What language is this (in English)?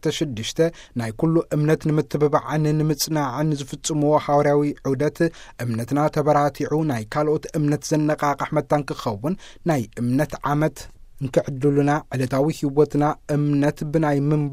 Tigrinya